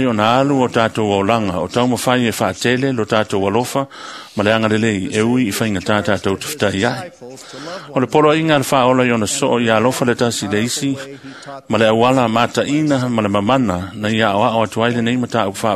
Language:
Samoan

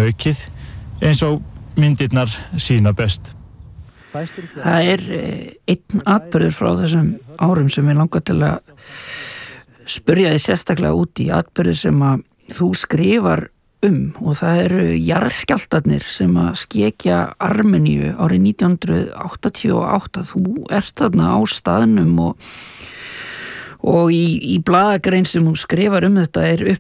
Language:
Icelandic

